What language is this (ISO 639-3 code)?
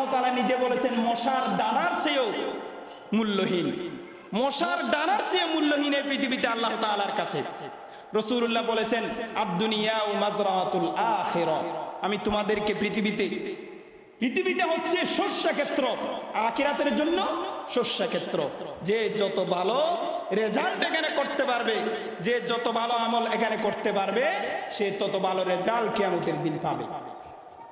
ben